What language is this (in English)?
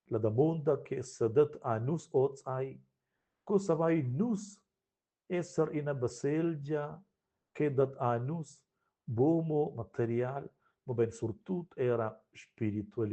Romansh